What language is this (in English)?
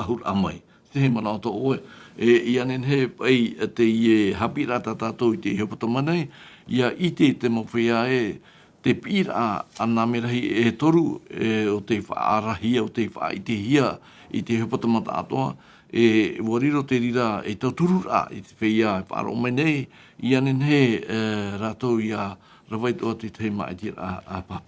Tahitian